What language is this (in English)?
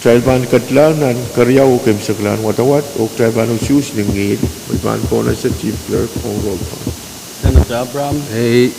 Pohnpeian